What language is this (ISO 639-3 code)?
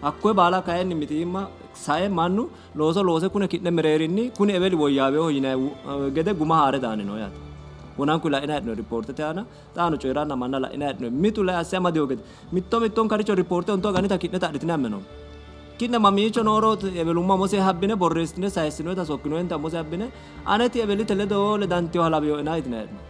sid